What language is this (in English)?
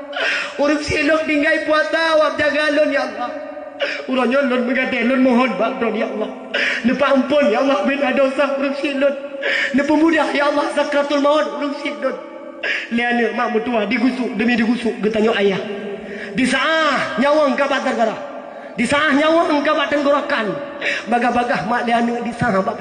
Achinese